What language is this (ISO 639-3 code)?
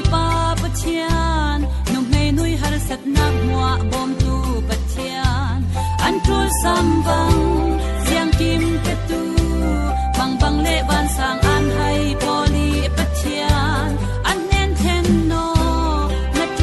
cfm